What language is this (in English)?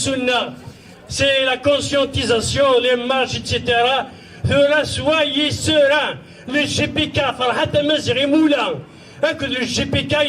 Kabyle